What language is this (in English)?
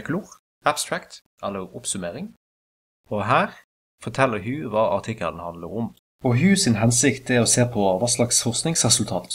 Norwegian